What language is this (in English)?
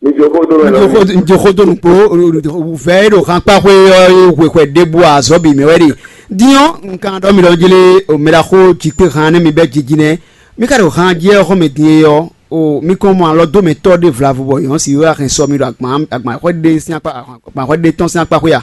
Fon